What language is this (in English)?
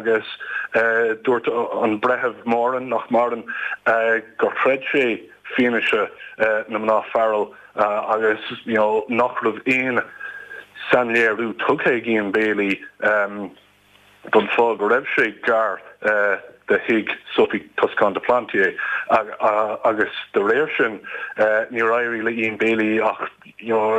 Irish